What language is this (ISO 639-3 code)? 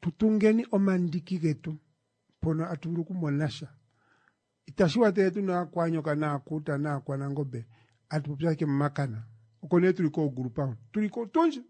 kua